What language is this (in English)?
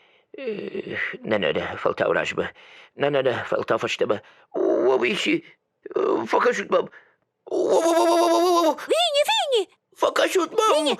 Ossetic